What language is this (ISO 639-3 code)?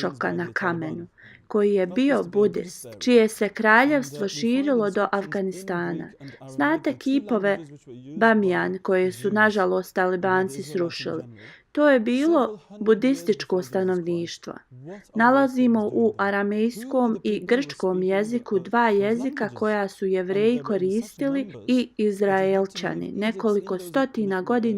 bos